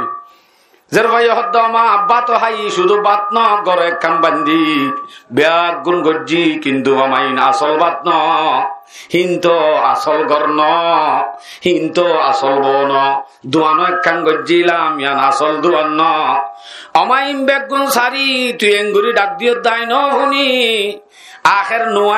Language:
Rohingya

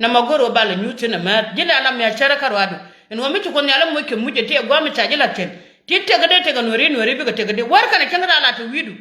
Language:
Nuer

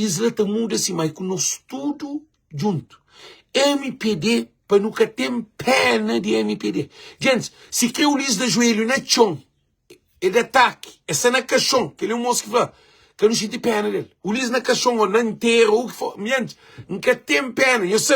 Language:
Kabuverdianu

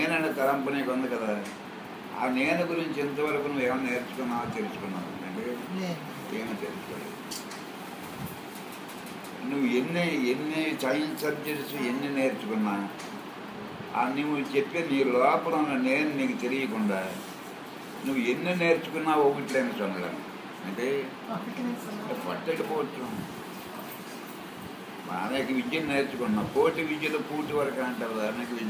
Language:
Telugu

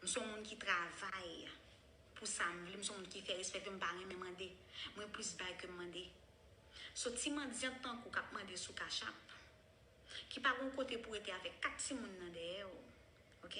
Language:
Haitian Creole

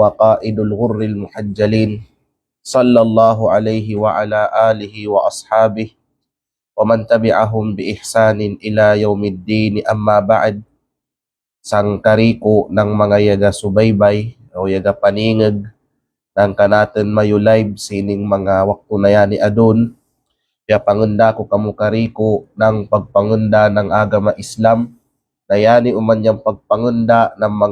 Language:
Kalagan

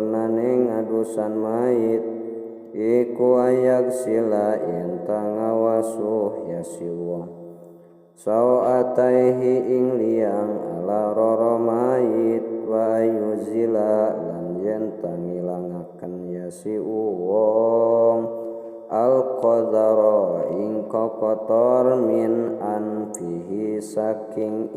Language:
Sundanese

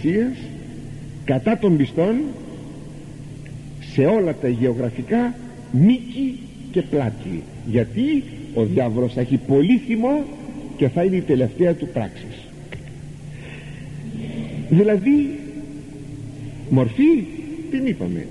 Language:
Greek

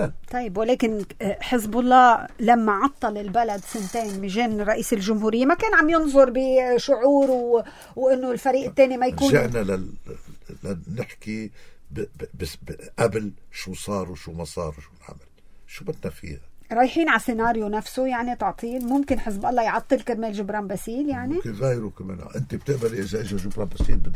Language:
North Levantine Arabic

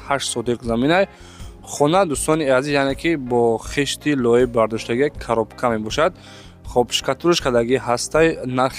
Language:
Tajik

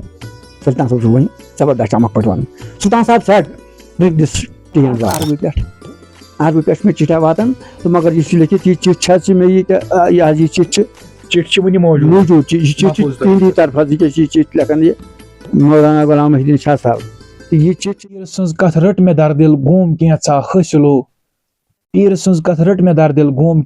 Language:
Kashmiri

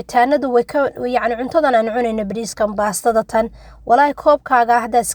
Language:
Somali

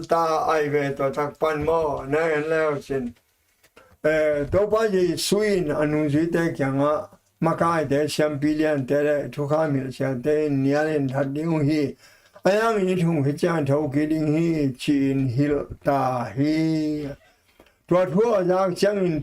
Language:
Tedim Chin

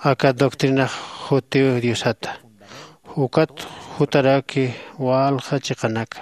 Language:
Aymara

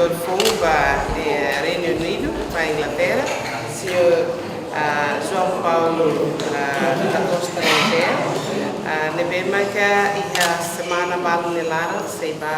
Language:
Tetum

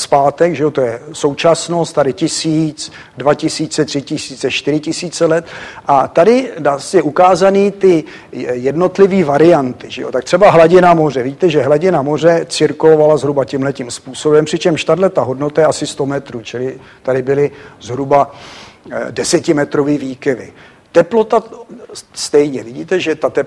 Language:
Czech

